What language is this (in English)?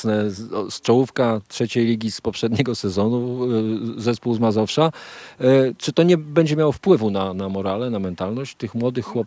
Polish